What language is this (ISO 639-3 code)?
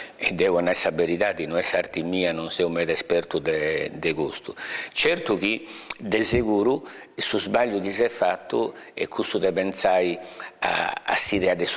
srd